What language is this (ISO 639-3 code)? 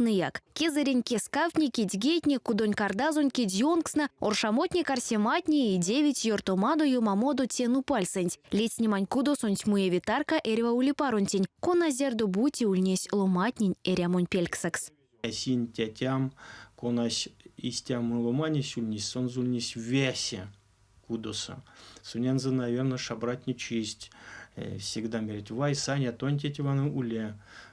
myv